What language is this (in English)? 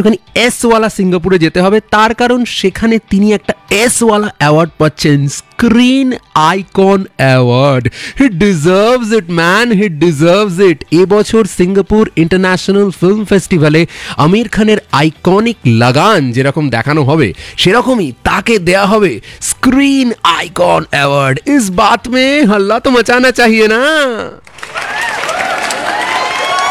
Bangla